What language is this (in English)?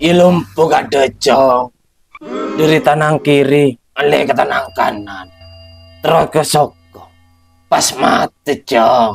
Madurese